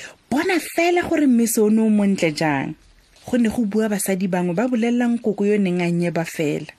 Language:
Tswana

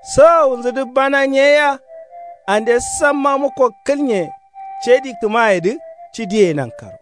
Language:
Kanuri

